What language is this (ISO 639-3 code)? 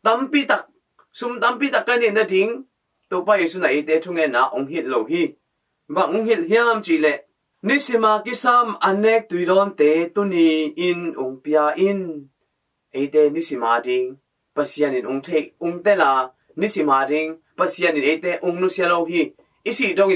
ctd